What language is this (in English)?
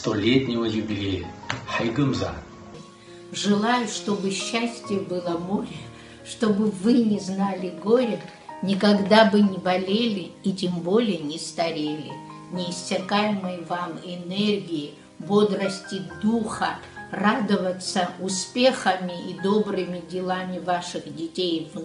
Abkhazian